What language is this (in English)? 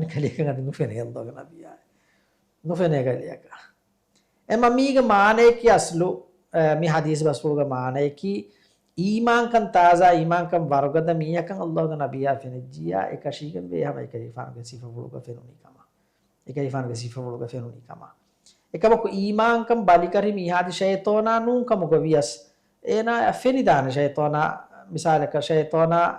Divehi